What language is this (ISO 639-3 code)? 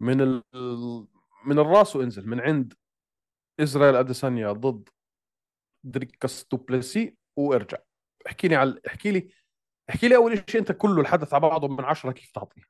apc